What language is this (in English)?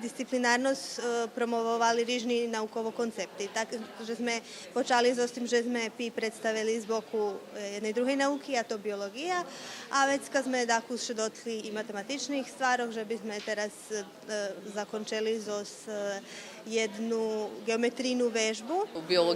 Rusyn